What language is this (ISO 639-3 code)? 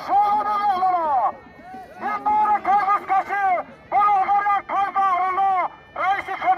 tgk